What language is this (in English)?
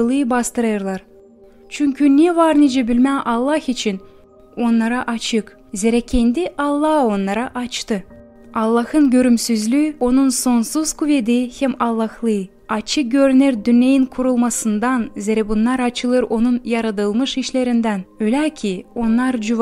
Gagauz